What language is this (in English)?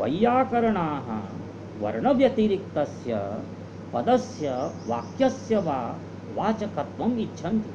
Sanskrit